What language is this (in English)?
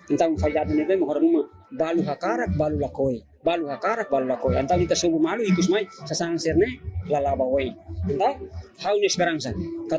Tetum